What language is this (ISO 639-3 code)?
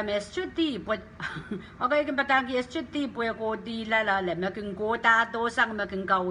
pon